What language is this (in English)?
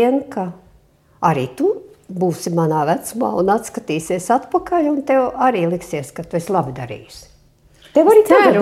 Latvian